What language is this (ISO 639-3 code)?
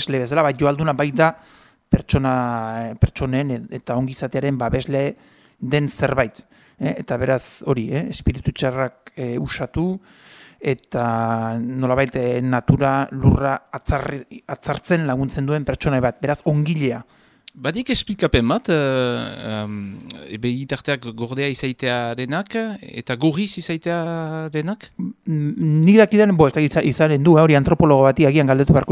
eus